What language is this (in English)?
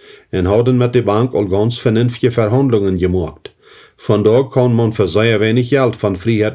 Plautdietsch